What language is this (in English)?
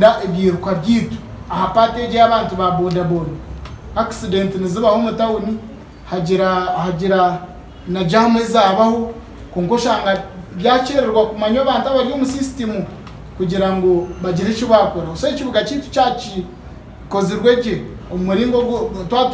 Nyankole